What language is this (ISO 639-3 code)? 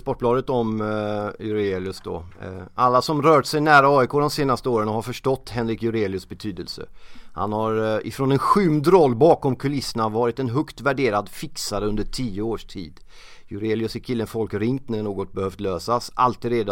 swe